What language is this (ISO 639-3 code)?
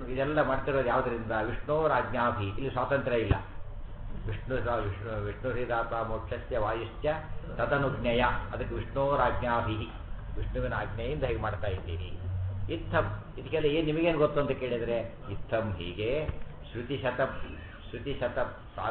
kan